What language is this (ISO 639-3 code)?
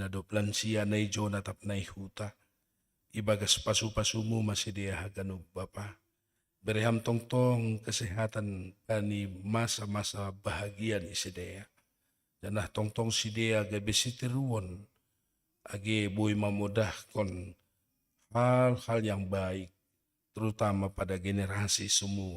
bts